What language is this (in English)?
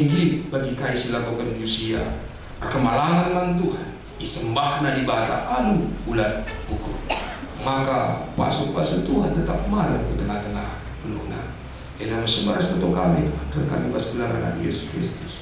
Batak Karo